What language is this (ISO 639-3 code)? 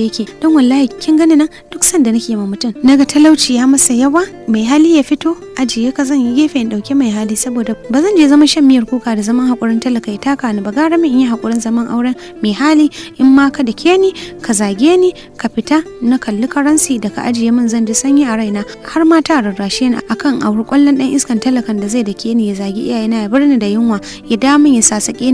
hau